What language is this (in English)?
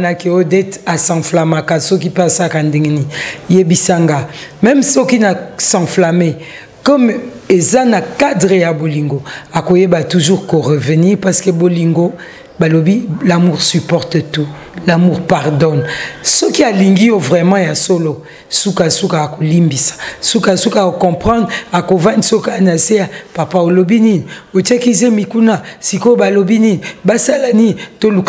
Lingala